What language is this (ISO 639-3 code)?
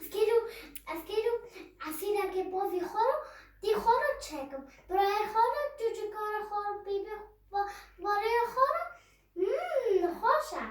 kur